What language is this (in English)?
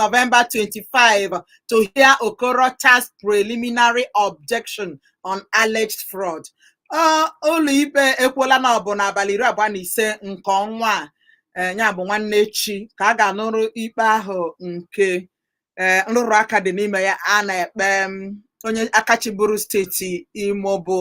Igbo